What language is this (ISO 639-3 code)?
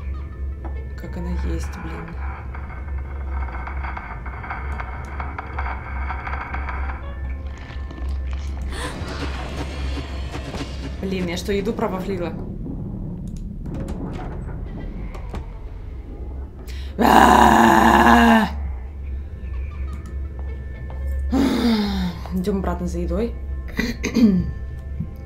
rus